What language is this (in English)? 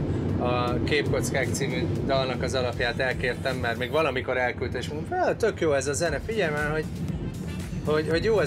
Hungarian